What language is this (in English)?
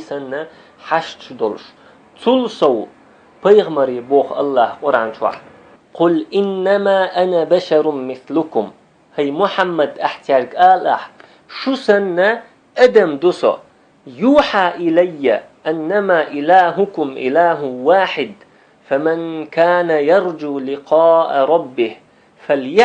Chechen